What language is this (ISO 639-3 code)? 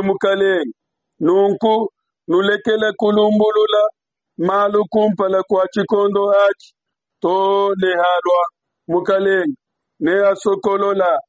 lua